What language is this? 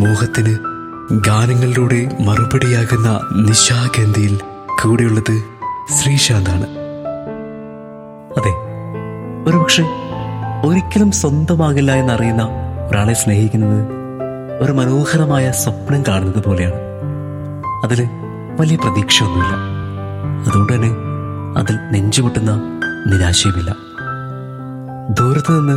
Malayalam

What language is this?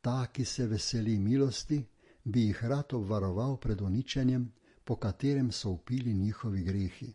Slovenian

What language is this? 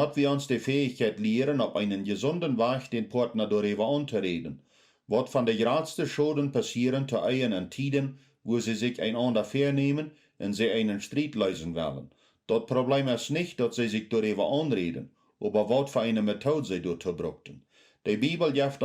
Plautdietsch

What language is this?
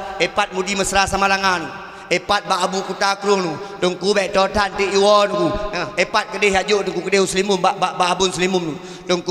Achinese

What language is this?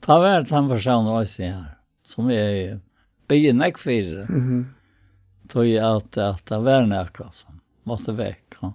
Faroese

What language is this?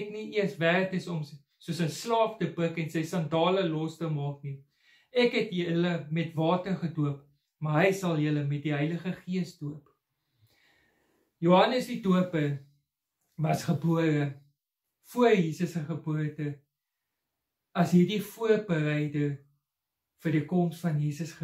Afrikaans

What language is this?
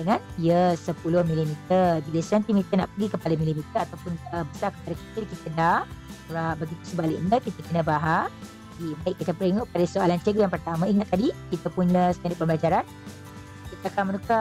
Malay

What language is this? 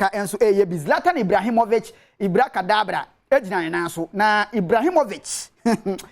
Akan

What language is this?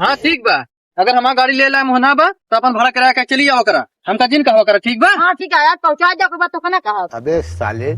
Awadhi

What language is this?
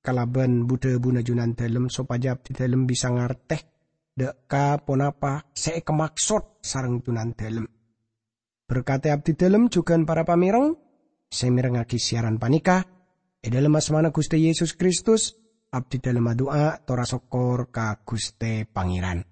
Madurese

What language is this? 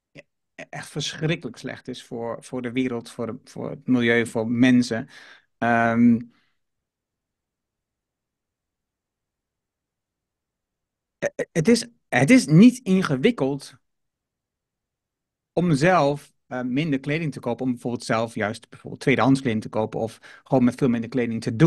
Dutch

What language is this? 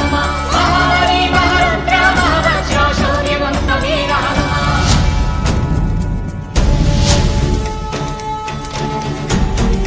Telugu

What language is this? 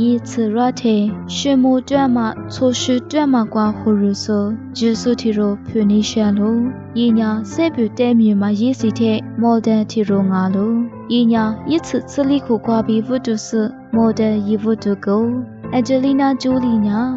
Lisu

